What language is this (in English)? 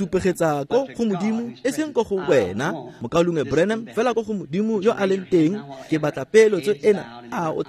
Tswana